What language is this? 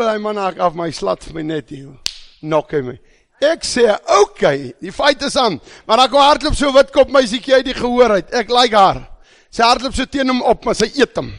Afrikaans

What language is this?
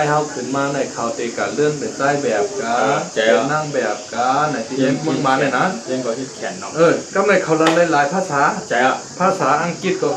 Shan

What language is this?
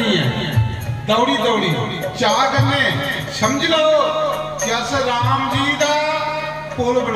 Dogri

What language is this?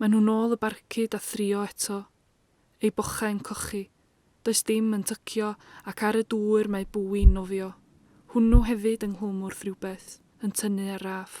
Welsh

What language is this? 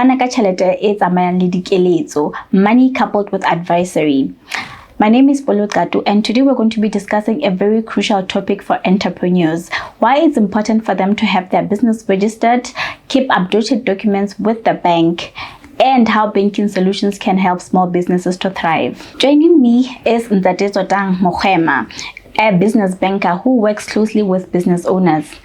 Southern Sotho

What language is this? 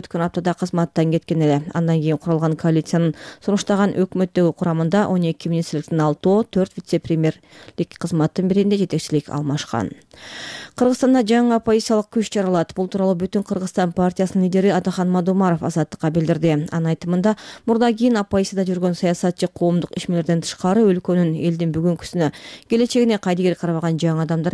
Kyrgyz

